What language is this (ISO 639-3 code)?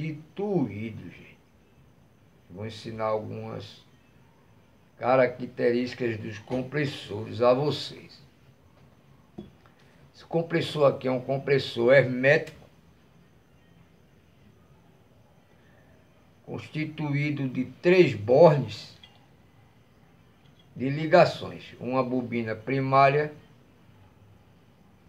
por